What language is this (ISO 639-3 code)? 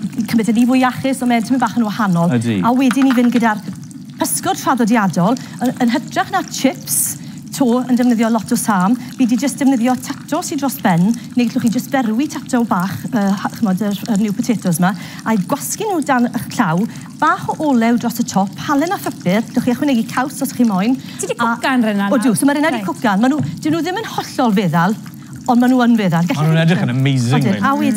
cym